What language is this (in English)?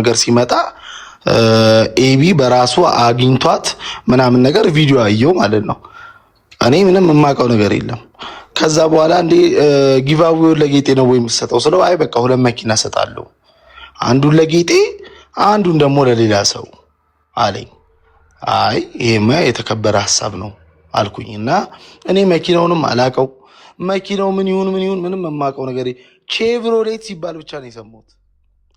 Amharic